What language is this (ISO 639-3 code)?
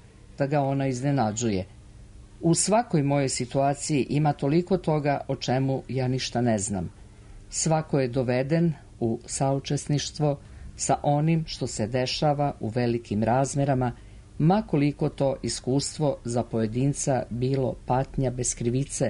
srp